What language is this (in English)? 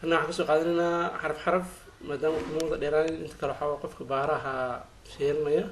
Somali